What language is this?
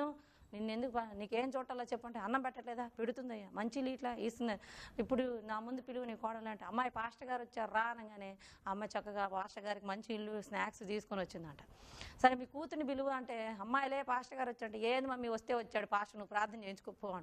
Telugu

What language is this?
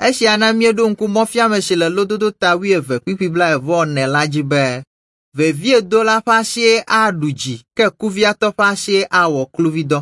Ewe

